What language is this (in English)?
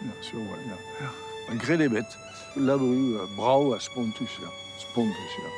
Breton